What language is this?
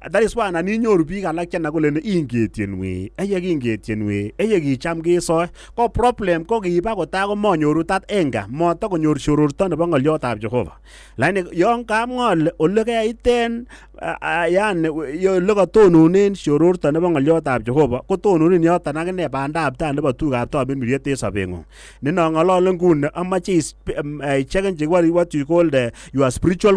Kalenjin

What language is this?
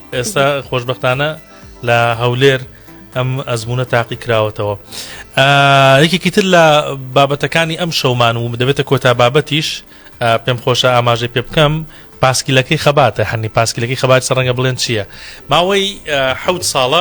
Central Kurdish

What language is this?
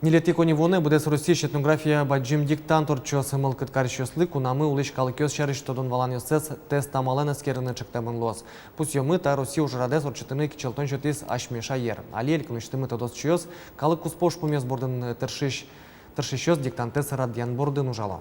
Udmurt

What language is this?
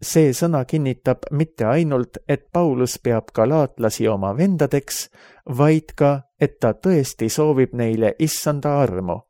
Estonian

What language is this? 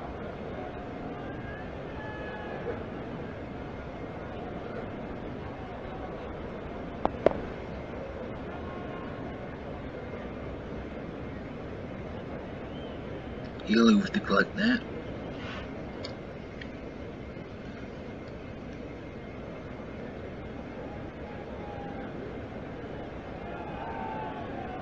English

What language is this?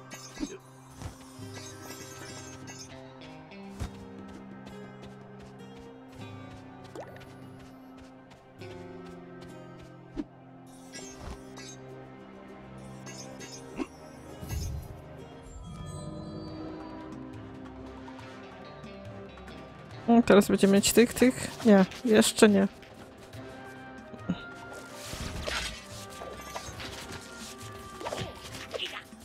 Polish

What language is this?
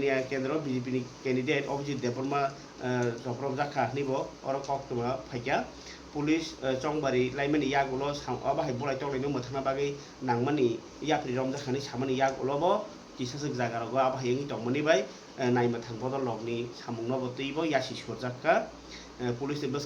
Kok Borok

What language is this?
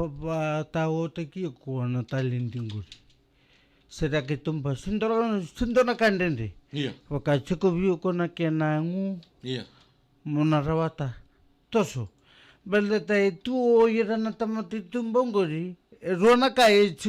Fijian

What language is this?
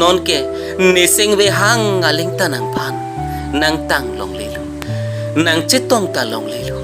Karbi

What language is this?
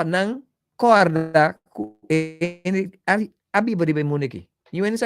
Papiamento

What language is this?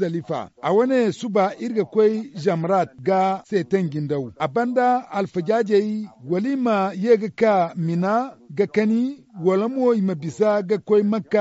Zarma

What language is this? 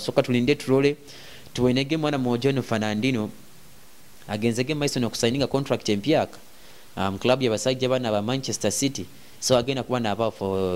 Nyoro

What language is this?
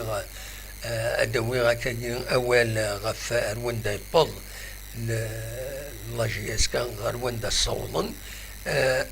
Kabyle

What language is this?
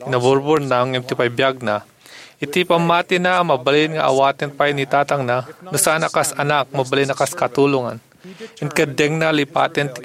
Iloko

